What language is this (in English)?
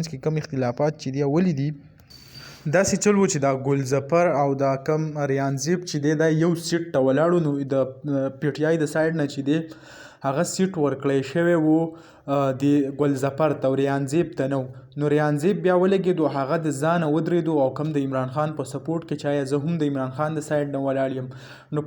Pashto